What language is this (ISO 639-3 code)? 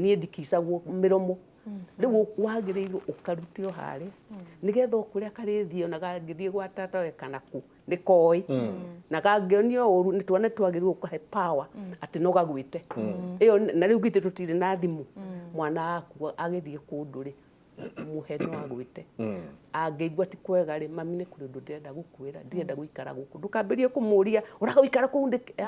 kik